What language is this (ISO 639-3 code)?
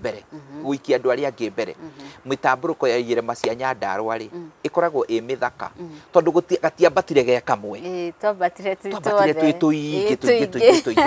kik